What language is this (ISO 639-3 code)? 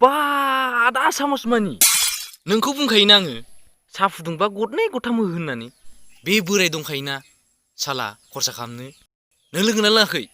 brx